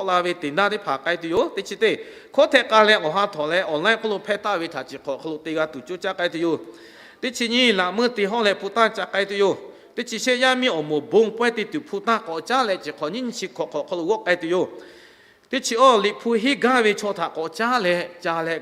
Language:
Lahu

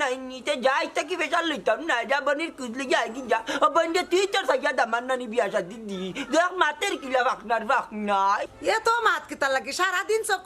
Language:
Sylheti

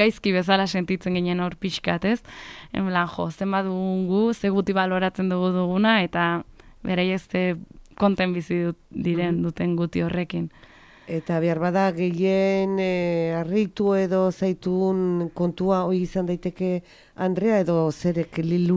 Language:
Basque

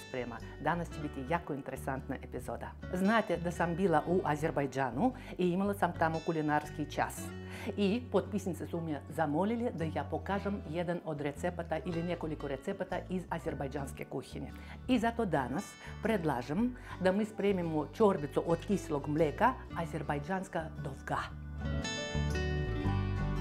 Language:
Serbian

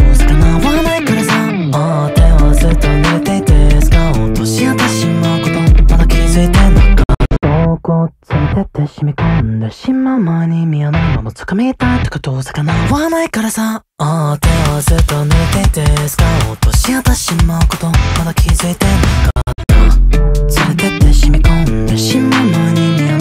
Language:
Japanese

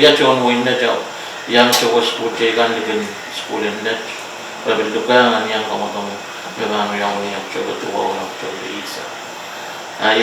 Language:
Pohnpeian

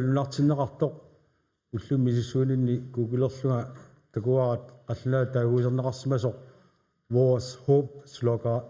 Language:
Kalaallisut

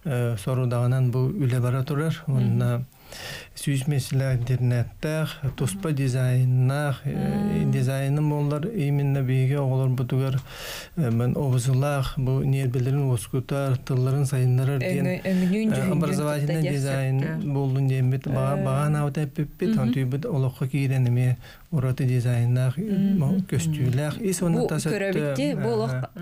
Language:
Yakut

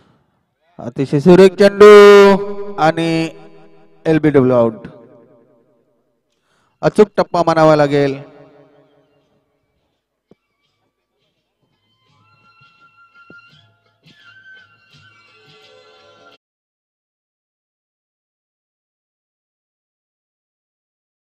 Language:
Marathi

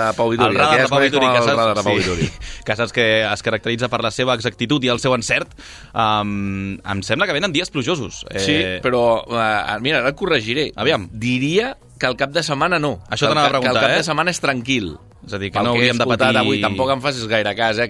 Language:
Catalan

